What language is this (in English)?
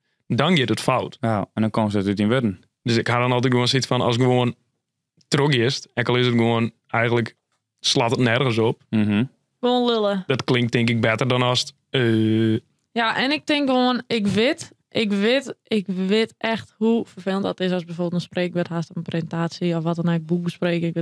Western Frisian